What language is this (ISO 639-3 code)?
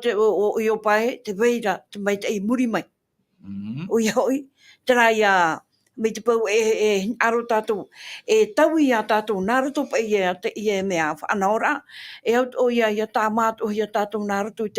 tah